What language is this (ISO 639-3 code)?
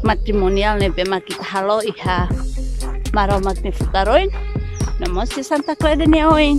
tet